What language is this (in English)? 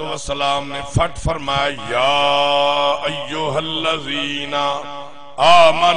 Saraiki